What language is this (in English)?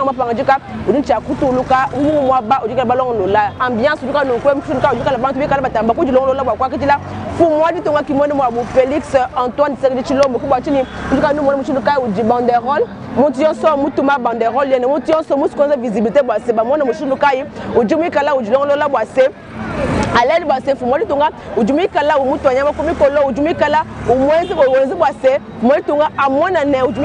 Luba-Lulua